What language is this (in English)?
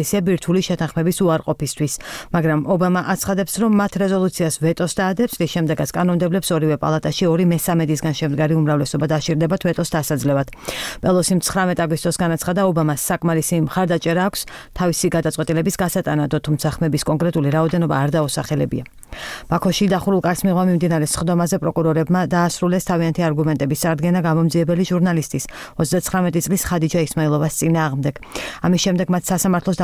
Georgian